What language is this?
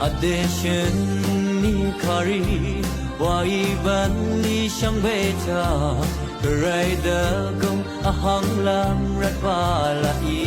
Rawang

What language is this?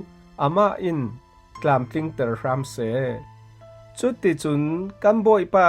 Falam Chin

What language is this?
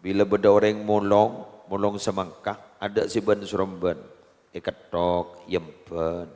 Madurese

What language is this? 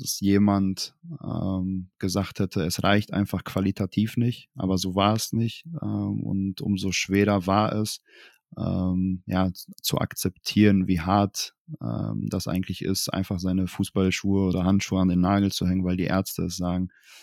German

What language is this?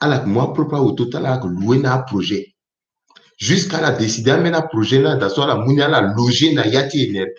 Sango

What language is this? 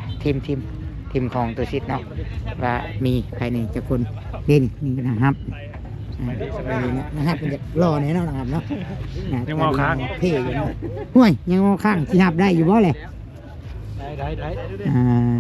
Lao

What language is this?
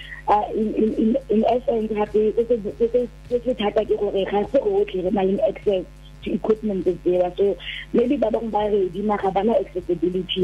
Tswana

